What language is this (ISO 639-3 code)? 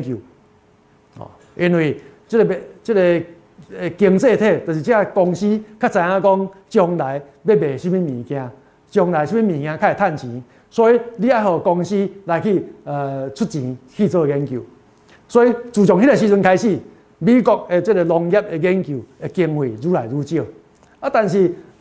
nan